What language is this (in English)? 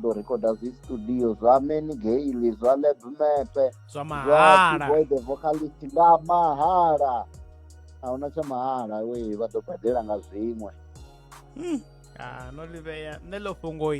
Venda